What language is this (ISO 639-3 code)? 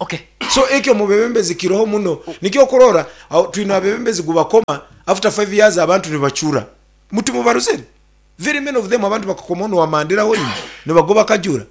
nyn